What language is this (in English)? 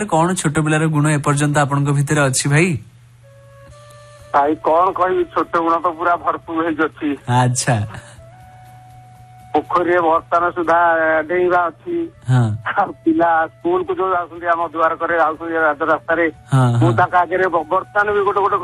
Odia